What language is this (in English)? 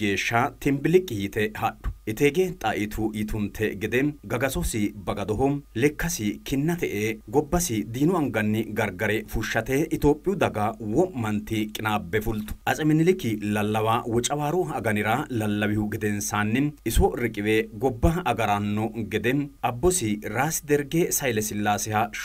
Sidamo